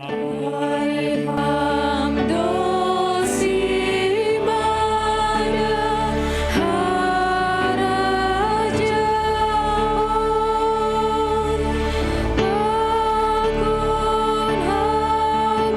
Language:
Batak Simalungun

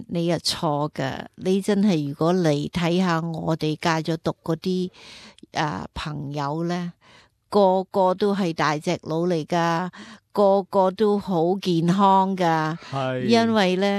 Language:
Cantonese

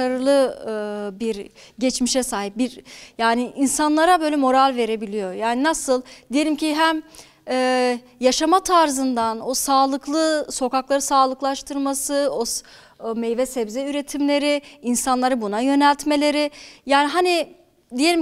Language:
Turkish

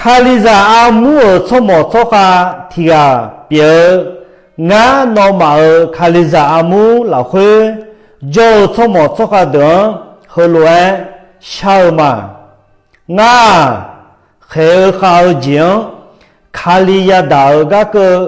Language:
Akha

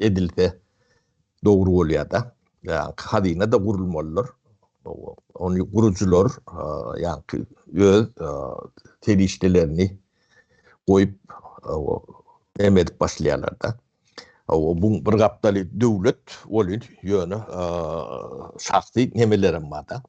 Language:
Turkmen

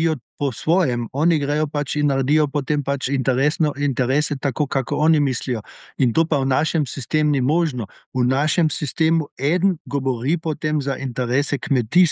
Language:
Slovenian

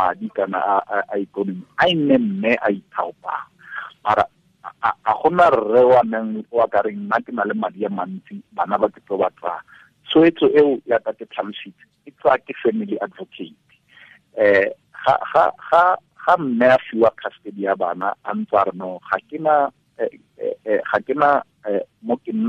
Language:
Tswana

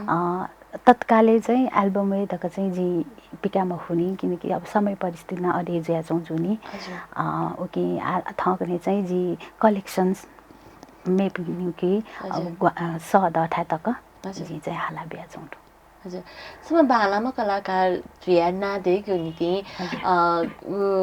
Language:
Newari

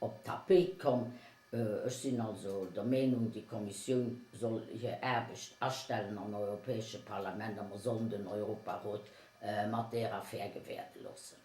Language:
Luxembourgish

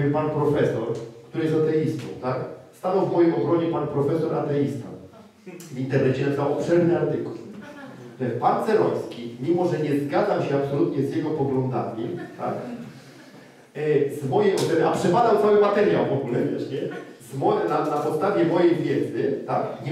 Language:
Polish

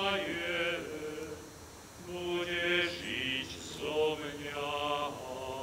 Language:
Slovak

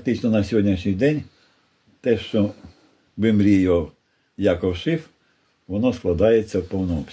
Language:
Ukrainian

